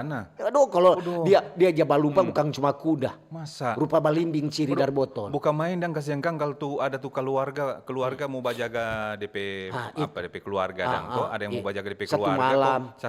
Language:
Manado Malay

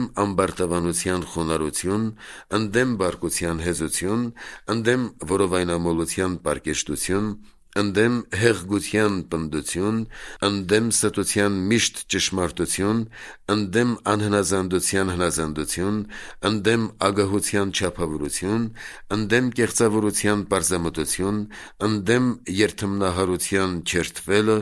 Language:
Armenian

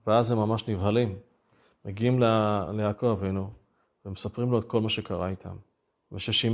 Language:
Hebrew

